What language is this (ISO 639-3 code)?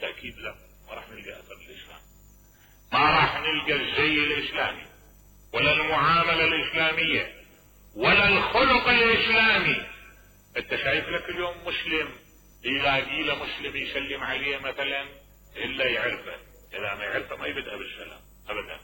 acm